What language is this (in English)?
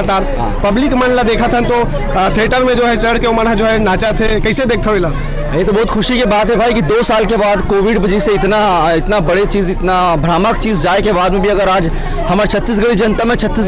Chhattisgarhi